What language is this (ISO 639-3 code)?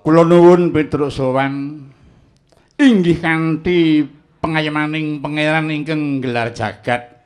jav